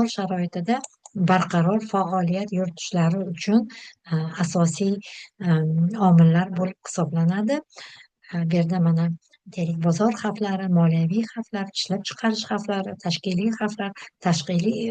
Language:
Uzbek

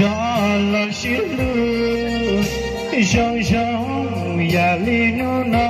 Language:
Hmong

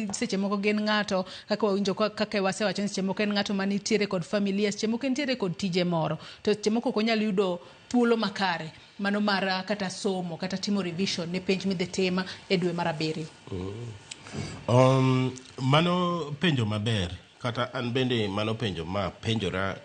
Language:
Luo (Kenya and Tanzania)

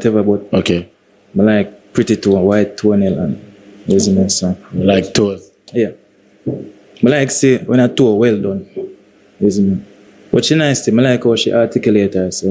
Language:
Jamaican Creole English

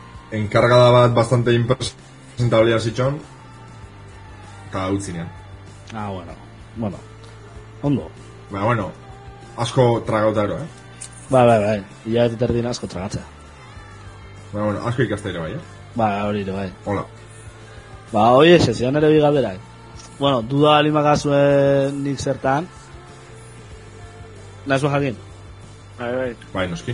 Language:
Basque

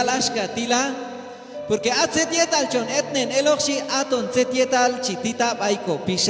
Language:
Q'anjob'al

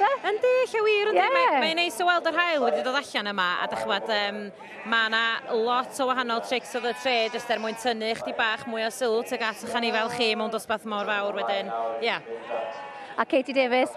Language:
Welsh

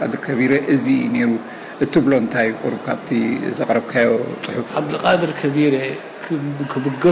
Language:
Tigrinya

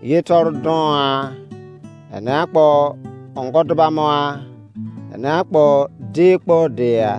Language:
Izon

